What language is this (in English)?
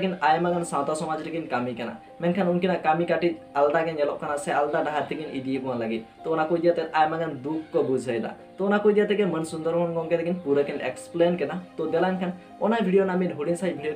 Santali